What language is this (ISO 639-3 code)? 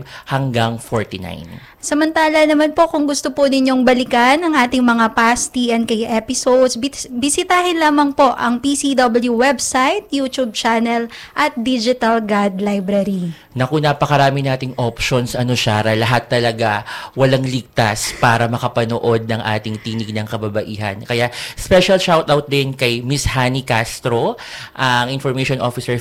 fil